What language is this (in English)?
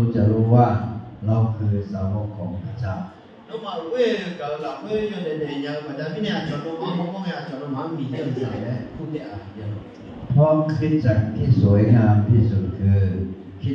Akha